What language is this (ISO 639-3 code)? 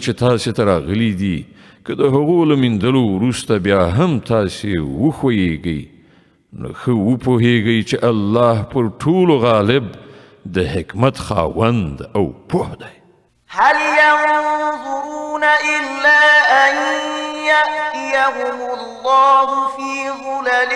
pus